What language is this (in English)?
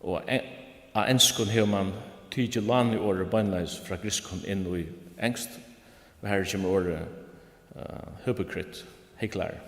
Faroese